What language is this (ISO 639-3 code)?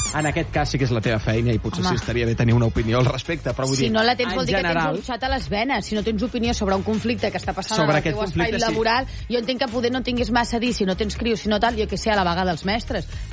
cat